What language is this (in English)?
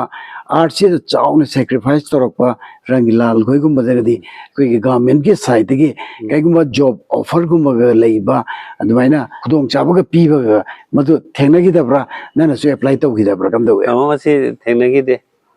Manipuri